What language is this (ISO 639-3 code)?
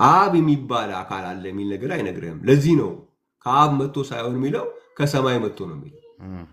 amh